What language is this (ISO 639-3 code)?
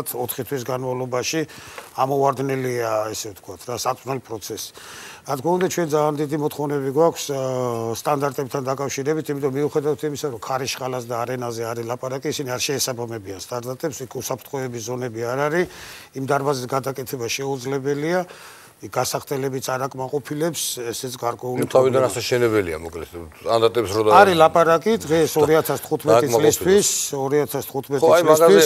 kat